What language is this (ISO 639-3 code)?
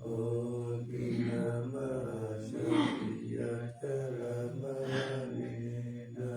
pli